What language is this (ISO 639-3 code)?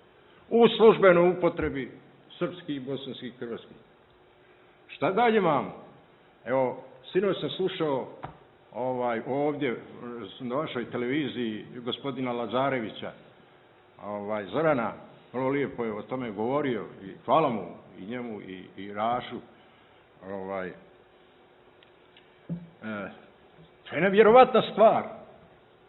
srp